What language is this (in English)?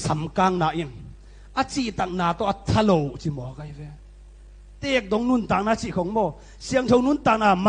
Tedim Chin